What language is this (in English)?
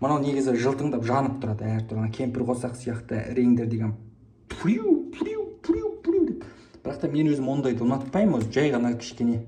Kazakh